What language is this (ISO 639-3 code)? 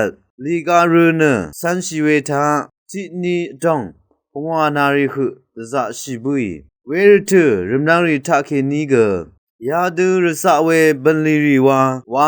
raw